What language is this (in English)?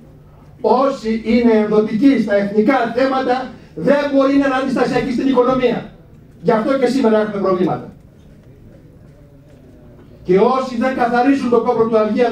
Greek